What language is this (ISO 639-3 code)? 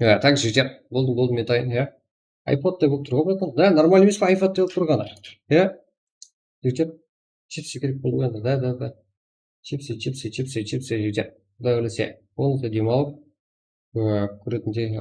kaa